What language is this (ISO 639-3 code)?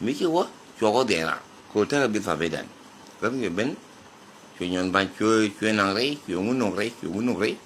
nus